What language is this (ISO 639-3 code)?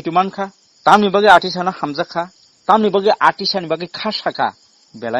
trp